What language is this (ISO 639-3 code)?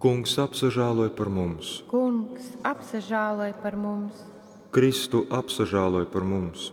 ltg